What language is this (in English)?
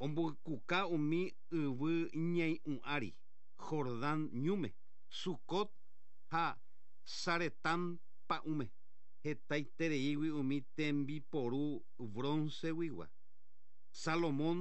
Guarani